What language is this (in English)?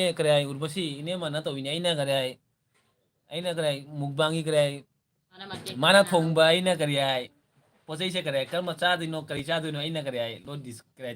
Manipuri